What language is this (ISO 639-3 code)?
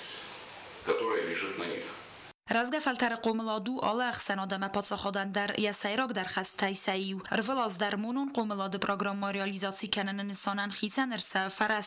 oss